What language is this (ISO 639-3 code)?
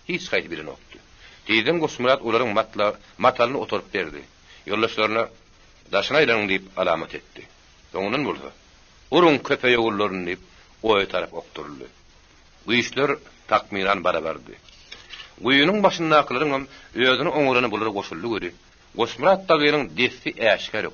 tuk